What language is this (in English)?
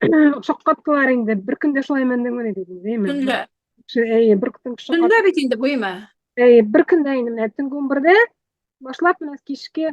Tatar